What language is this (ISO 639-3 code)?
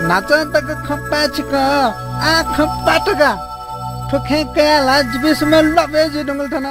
new